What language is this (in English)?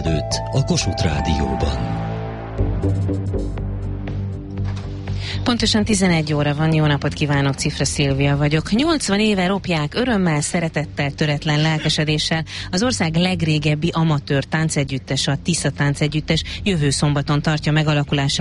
Hungarian